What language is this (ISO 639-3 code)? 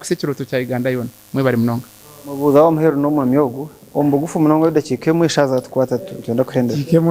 nyn